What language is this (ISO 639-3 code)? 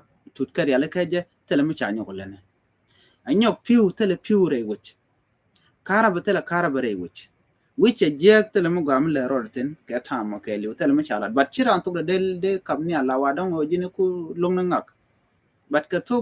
nus